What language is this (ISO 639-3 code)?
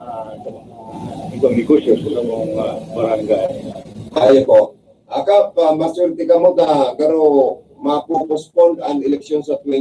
bik